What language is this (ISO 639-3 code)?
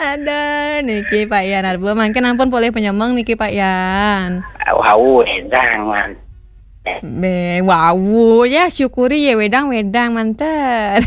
ban